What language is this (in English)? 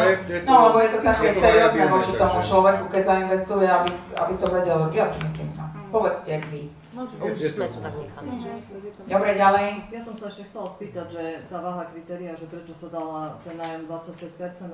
Slovak